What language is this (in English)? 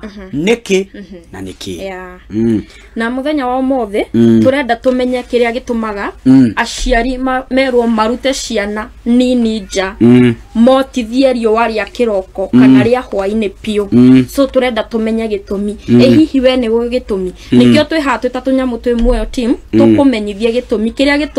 Kikuyu